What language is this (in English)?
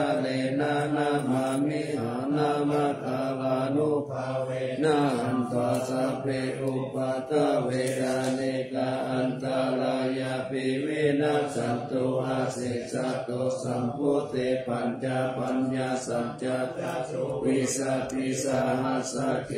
Pali